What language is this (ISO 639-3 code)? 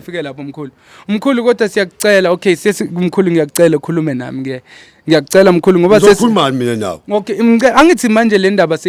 zul